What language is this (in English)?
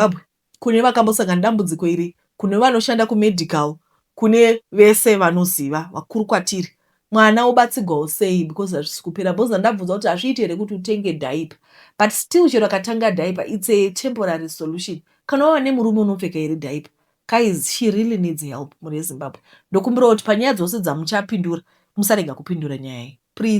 Shona